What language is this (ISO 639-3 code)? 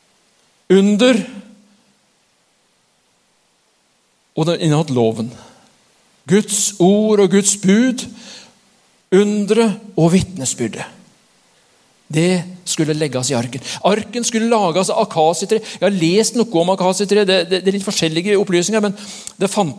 nor